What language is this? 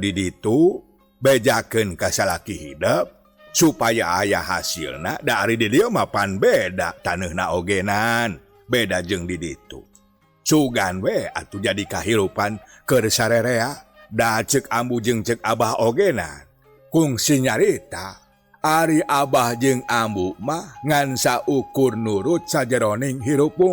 Sundanese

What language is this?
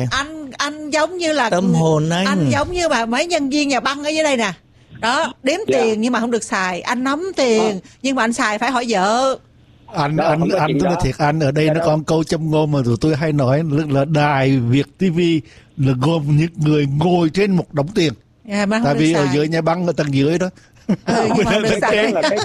Vietnamese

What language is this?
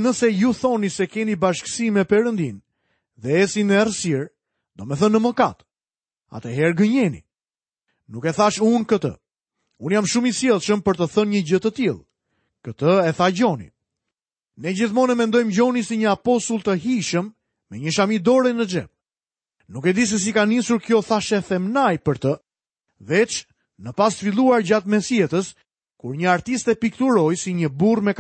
Albanian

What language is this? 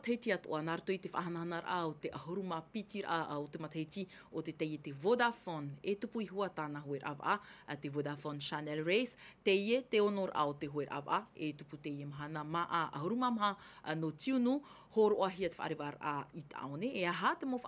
Tahitian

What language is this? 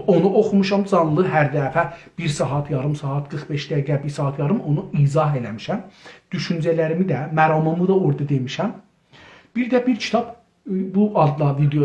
South Azerbaijani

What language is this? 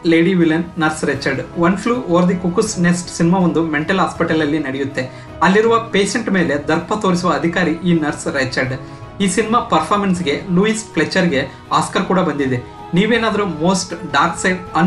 Kannada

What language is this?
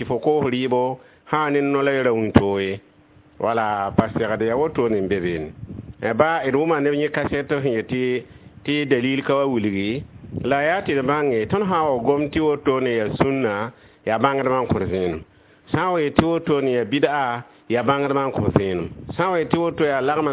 Mossi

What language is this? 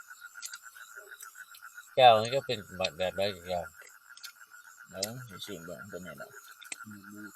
Lao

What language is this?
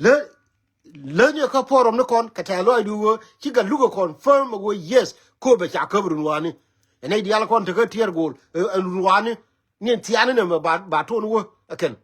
Nuer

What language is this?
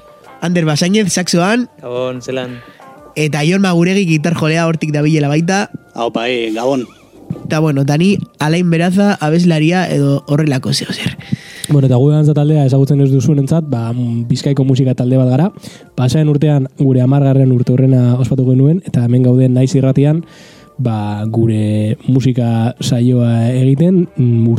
Basque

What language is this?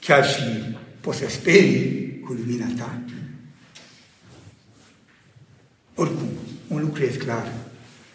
Romanian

